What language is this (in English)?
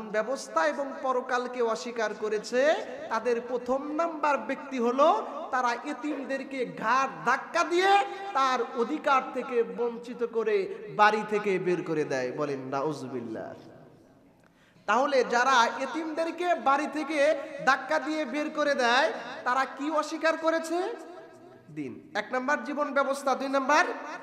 Bangla